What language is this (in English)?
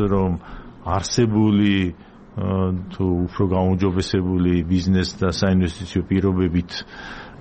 Georgian